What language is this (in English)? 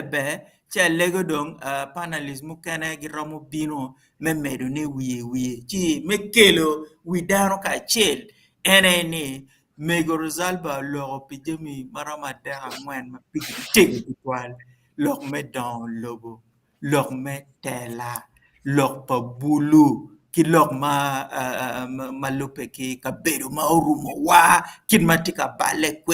Acoli